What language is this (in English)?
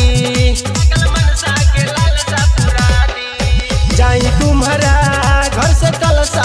Bhojpuri